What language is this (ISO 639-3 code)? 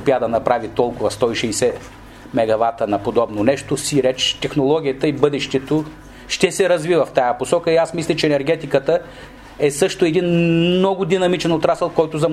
bul